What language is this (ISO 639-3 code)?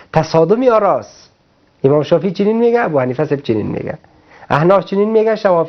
fas